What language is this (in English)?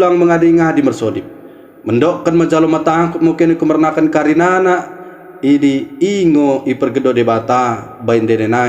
Batak Dairi